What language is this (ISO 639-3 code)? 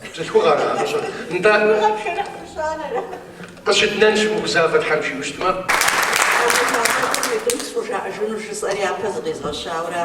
kbd